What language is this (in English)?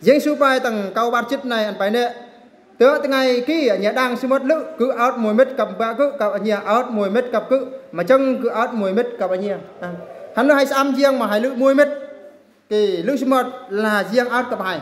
Eastern Bru